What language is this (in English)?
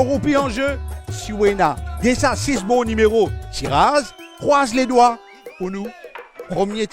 Morisyen